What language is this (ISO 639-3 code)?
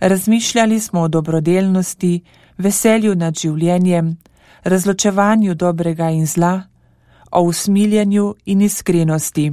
slv